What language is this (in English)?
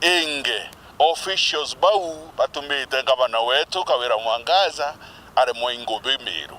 Meru